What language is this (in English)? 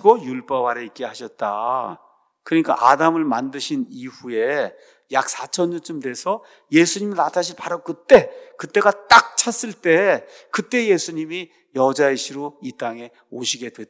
Korean